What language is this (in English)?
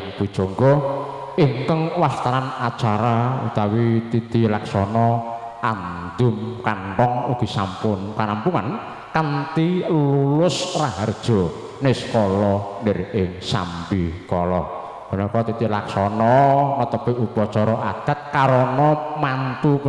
Javanese